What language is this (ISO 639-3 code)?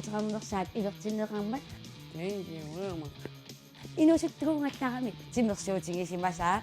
kal